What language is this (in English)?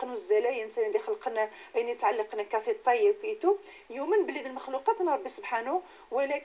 Moroccan Arabic